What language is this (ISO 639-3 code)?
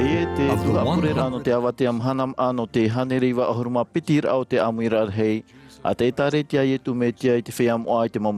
tah